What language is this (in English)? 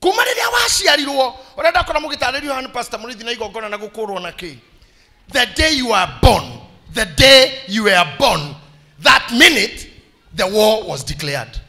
Kikuyu